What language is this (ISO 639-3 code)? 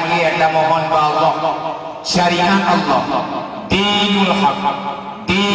ace